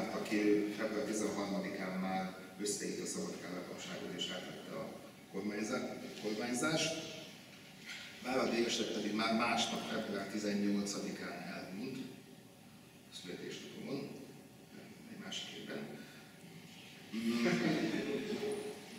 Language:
Hungarian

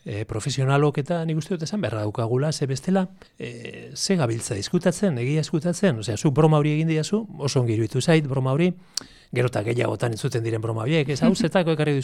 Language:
Basque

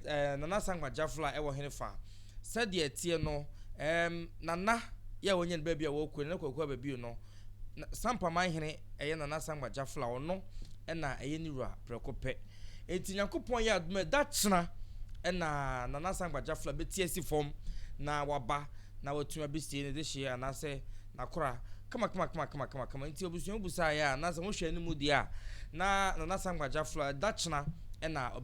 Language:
Akan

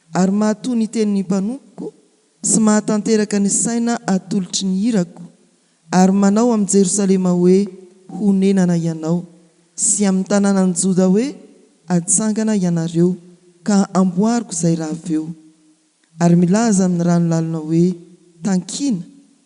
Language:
Malagasy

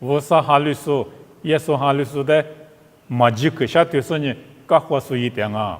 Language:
Lisu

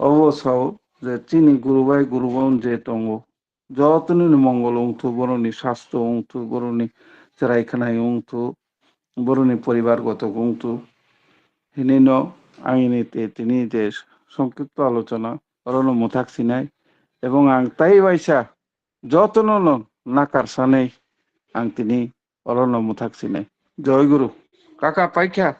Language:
Kok Borok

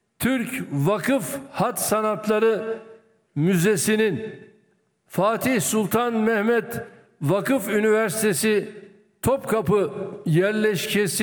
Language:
Turkish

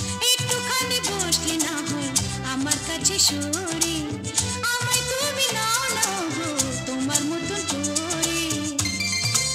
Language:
Bangla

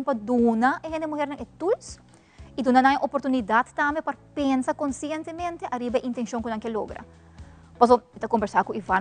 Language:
Papiamento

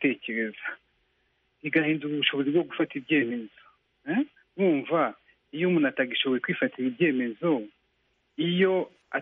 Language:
Kinyarwanda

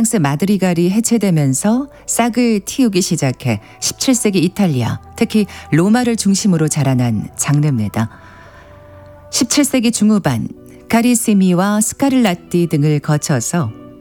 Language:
Korean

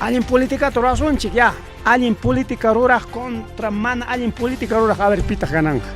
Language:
Ayacucho Quechua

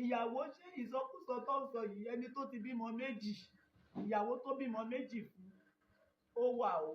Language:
Yoruba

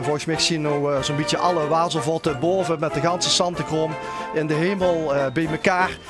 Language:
Limburgish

